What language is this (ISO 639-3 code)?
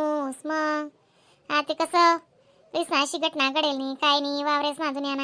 khn